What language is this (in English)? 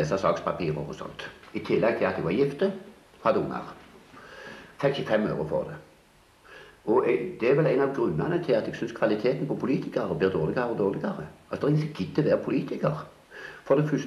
Norwegian